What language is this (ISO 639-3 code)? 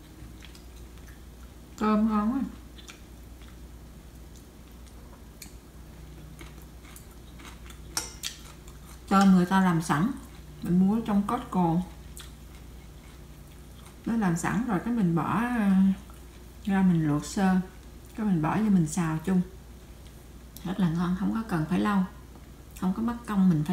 vie